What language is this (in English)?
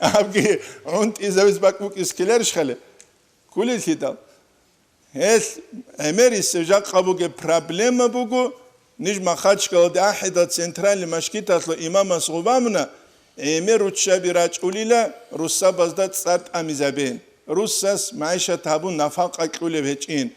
Avaric